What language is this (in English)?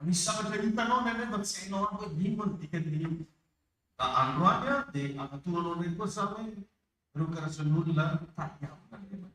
Malagasy